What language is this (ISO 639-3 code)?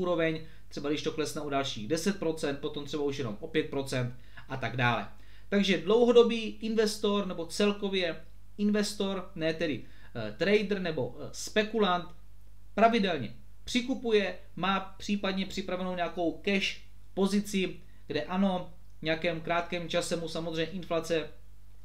ces